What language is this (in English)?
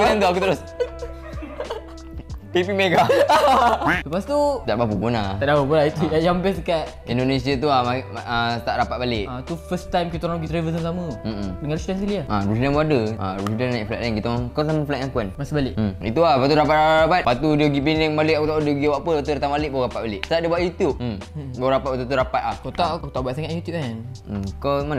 Malay